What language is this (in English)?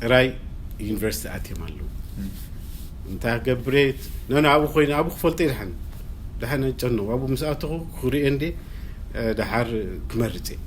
Tigrinya